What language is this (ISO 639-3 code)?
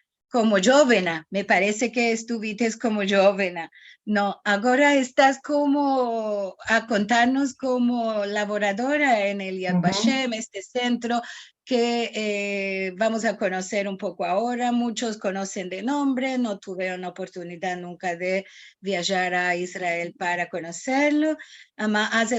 lad